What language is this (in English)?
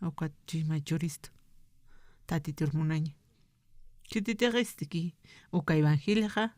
Aymara